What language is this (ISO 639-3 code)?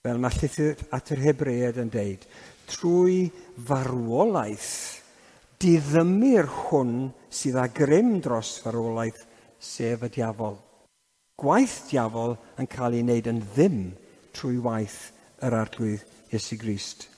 cym